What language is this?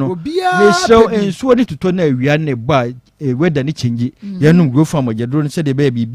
Akan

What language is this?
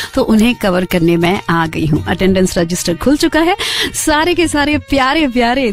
Hindi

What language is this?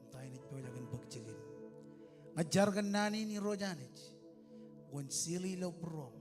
Marshallese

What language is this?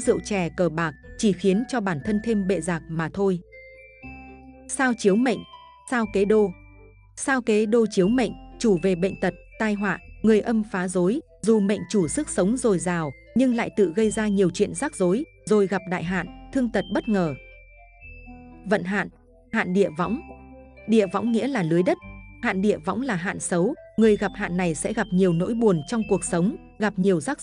Vietnamese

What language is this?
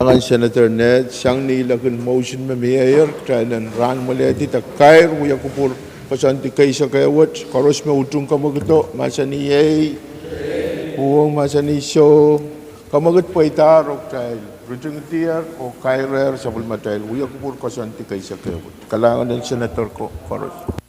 Pohnpeian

